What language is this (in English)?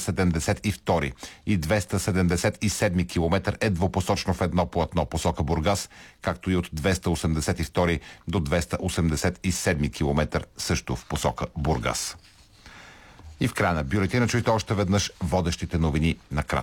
Bulgarian